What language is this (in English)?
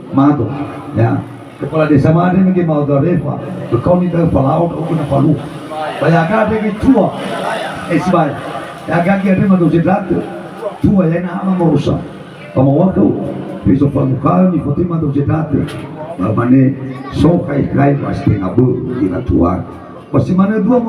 Nias